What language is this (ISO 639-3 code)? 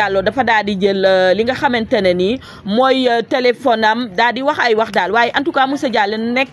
wol